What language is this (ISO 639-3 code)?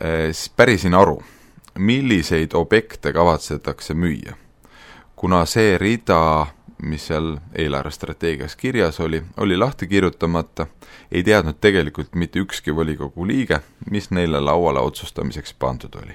est